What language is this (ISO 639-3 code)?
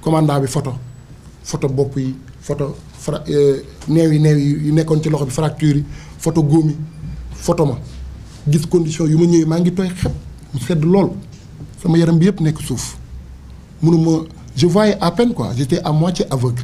wol